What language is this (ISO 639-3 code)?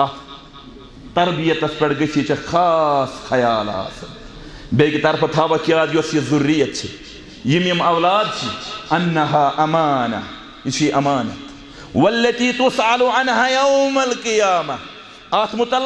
kas